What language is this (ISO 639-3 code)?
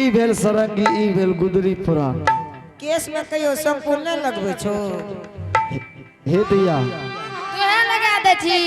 anp